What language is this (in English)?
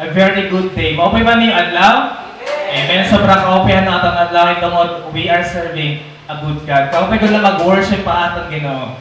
Waray